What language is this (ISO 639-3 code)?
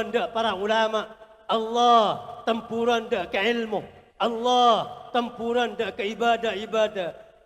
mad